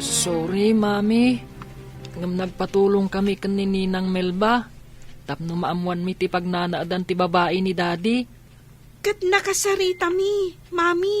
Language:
Iloko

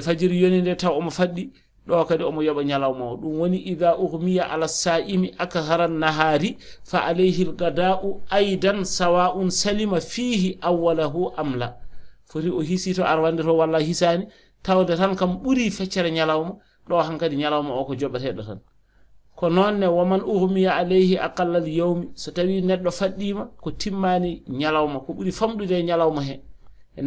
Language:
Fula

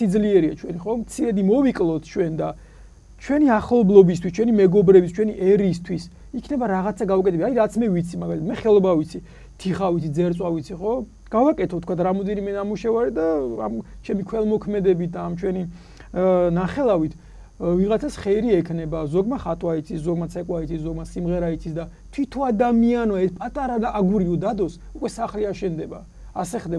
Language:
Georgian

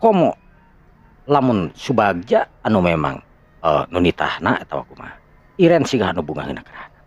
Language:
Sundanese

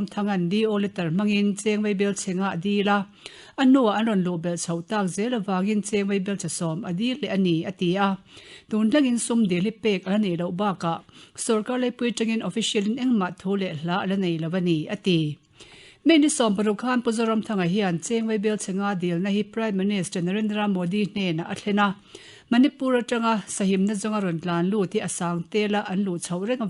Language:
Mizo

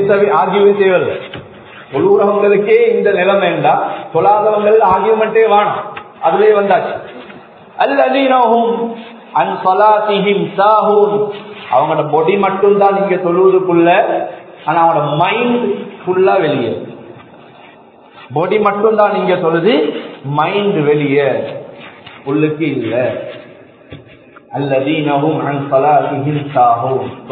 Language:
Tamil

